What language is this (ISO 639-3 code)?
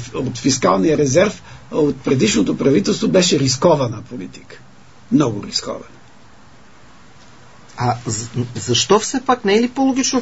bul